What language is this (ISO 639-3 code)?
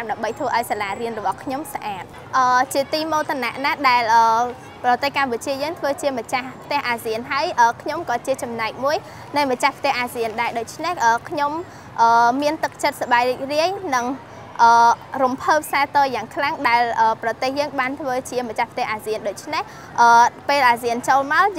khm